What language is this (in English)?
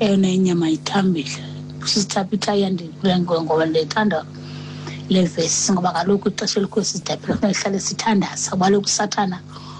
Xhosa